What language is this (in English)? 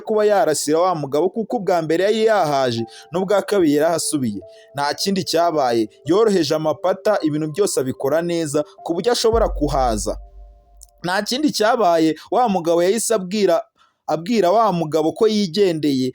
Kinyarwanda